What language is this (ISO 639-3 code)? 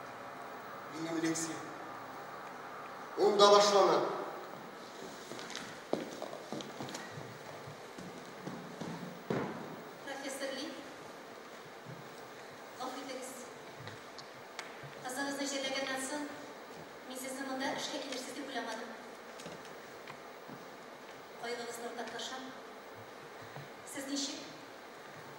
tat